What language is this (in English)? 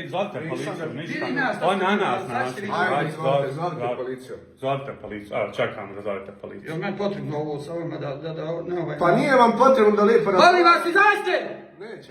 Bosnian